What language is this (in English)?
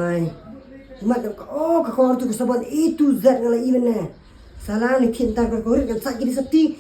Khasi